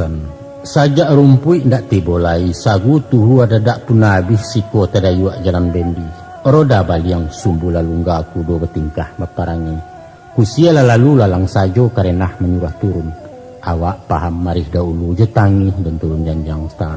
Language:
Minangkabau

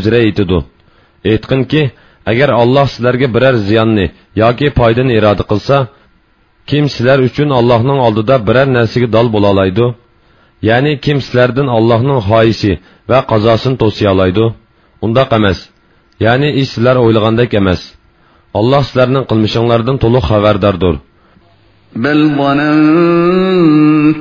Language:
Uyghur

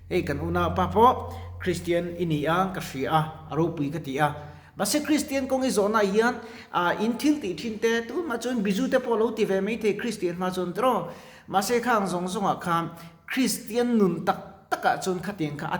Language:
Mizo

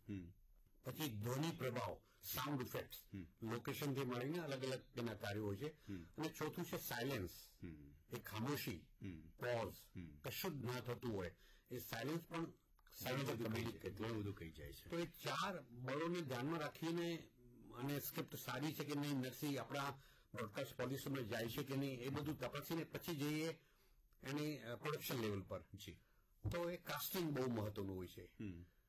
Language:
Gujarati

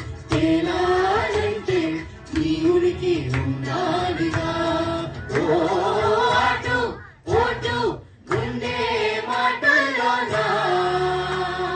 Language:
Telugu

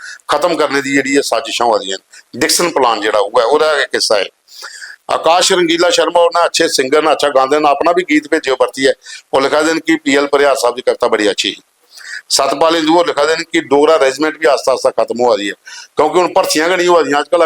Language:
Dogri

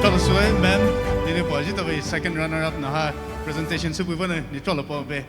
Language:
Poumei Naga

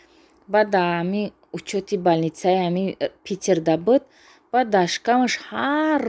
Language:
Tajik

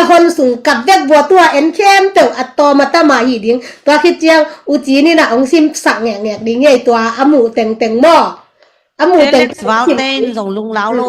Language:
Tedim Chin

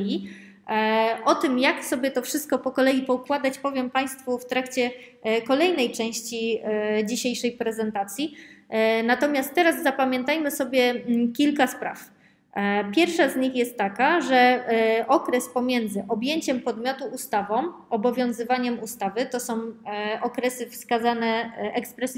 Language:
Polish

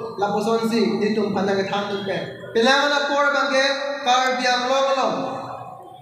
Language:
Karbi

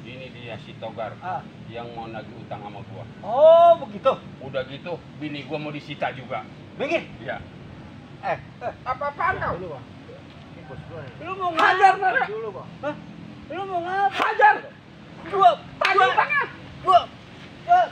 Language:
Betawi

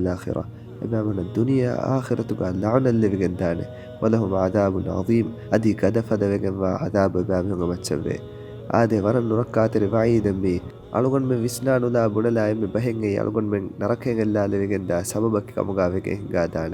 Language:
Divehi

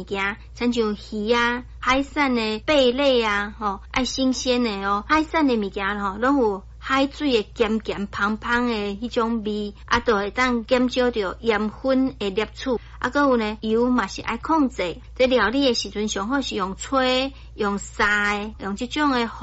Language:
Min Nan Chinese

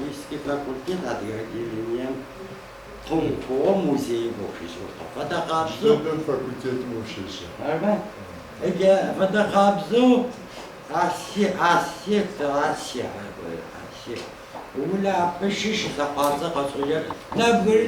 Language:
Adyghe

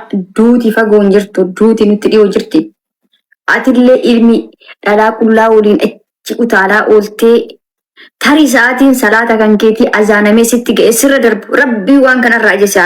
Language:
Oromo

